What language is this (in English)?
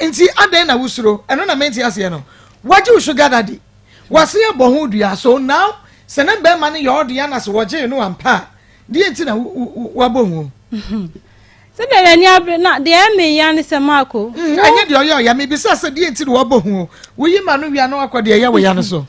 Akan